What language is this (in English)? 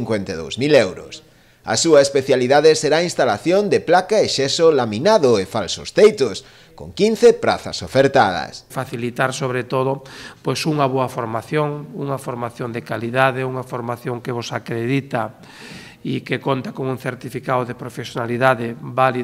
Galician